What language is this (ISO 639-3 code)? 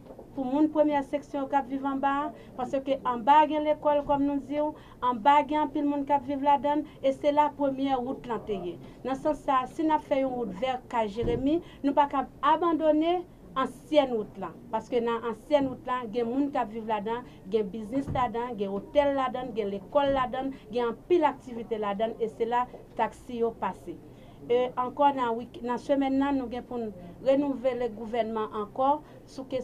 hat